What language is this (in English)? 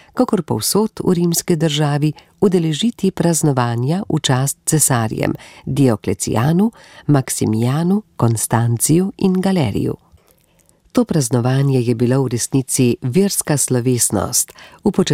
Slovenian